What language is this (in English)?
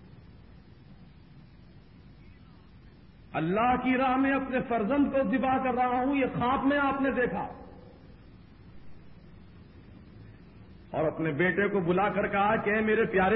Urdu